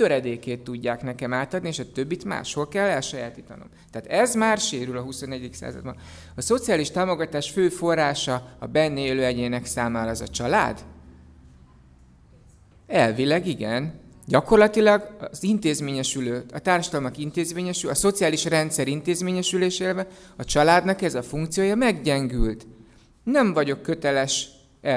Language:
Hungarian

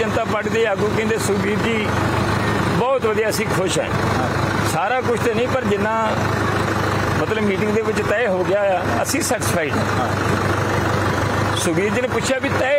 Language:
Punjabi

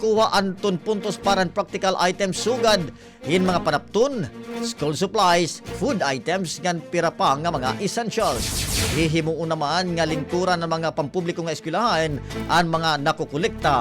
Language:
Waray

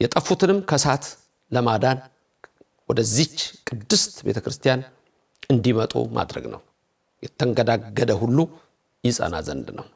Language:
Amharic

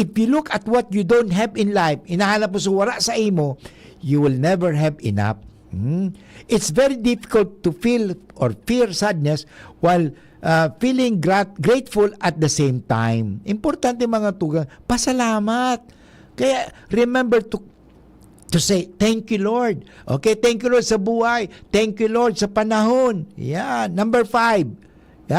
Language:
Bikol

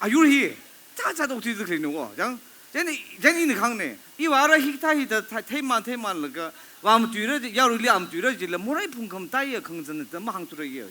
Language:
Tangkhul Naga (India)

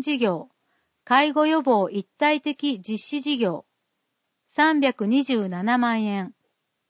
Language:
Japanese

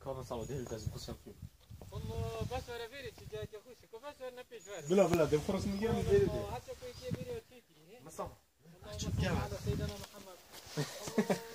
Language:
Breton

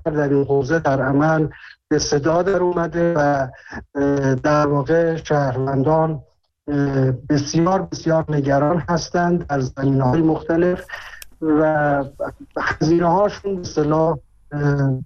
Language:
Persian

